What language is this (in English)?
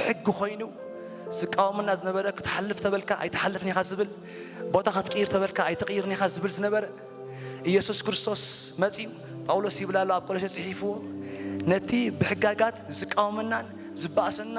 Tigrinya